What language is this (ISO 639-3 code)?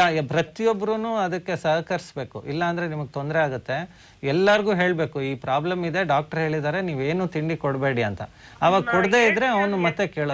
kan